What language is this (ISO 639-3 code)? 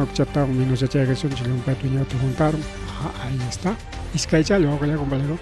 quy